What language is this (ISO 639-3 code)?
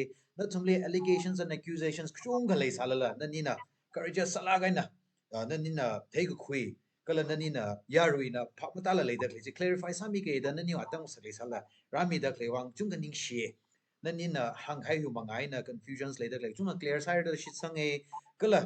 nmf